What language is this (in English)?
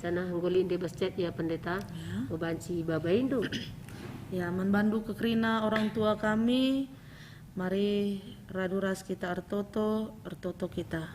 Batak Karo